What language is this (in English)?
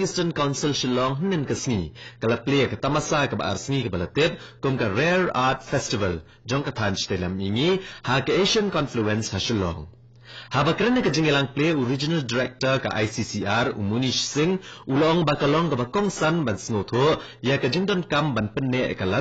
Khasi